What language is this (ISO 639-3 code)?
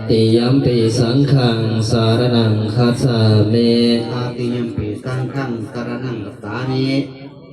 pli